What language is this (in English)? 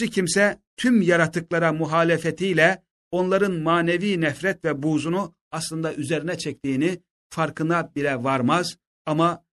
Turkish